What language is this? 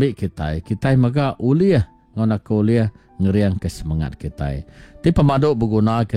Iban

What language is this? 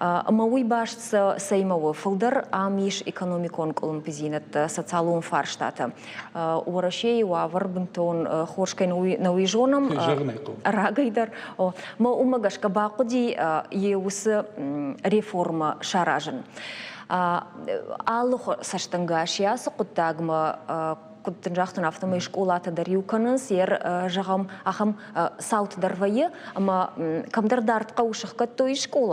Ossetic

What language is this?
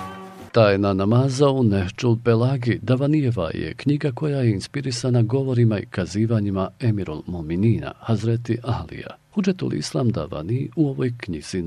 Bosnian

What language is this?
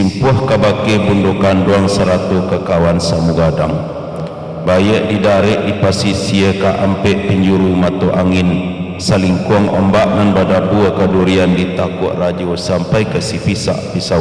Minangkabau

